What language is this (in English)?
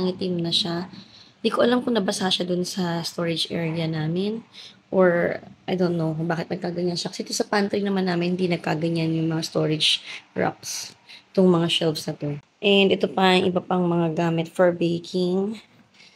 Filipino